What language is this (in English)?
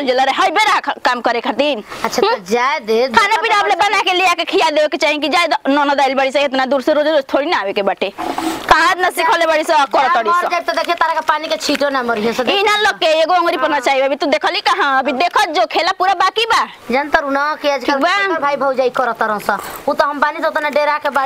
Bhojpuri